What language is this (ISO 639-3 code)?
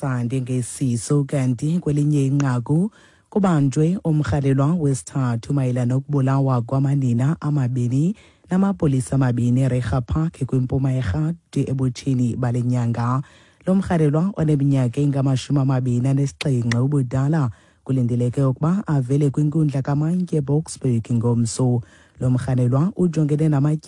xho